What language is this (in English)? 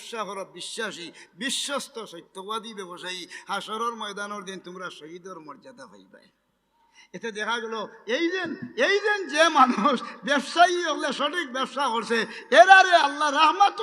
Sylheti